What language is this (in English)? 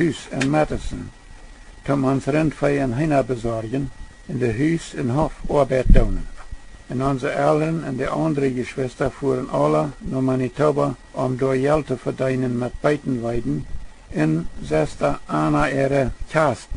Plautdietsch